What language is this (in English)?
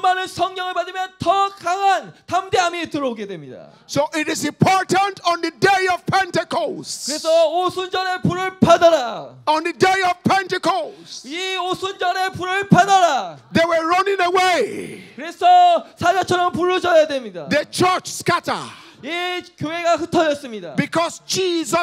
Korean